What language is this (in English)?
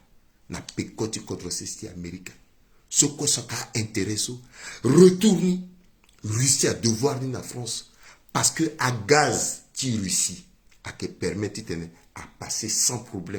Sango